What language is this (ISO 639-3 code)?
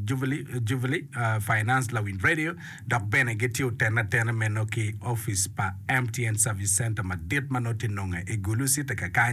ach